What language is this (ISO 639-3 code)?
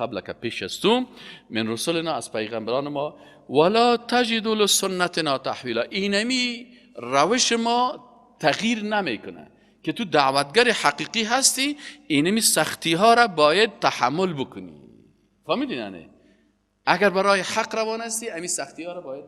fas